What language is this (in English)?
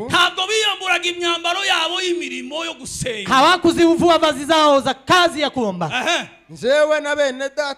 Kinyarwanda